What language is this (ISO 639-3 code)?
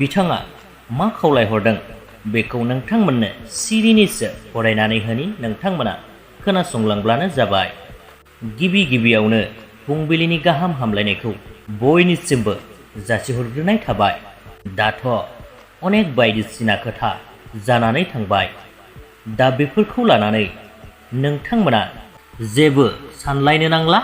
brx